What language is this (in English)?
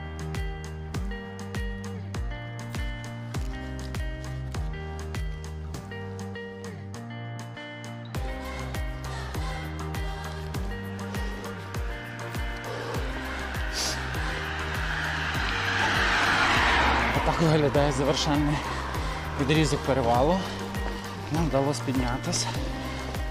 Ukrainian